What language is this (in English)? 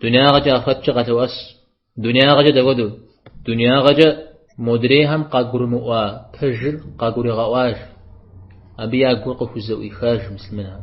Kabardian